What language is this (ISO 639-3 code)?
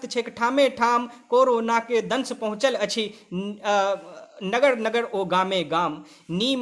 mai